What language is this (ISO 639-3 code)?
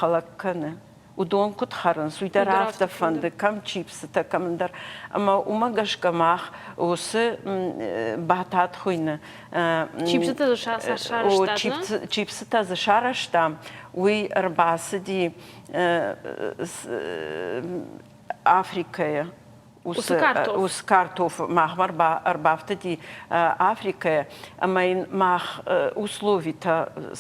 oss